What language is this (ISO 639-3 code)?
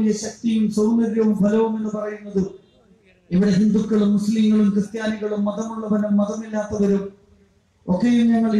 mal